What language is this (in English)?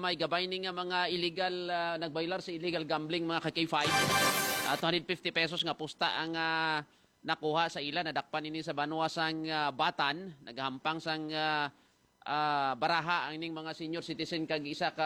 Hiligaynon